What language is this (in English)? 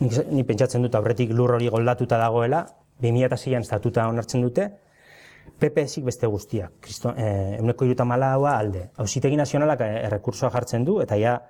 Basque